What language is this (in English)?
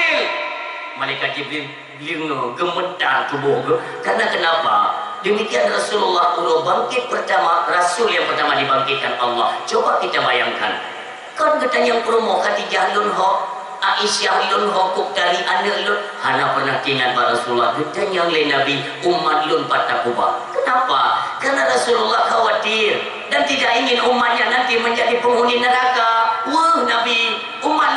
Achinese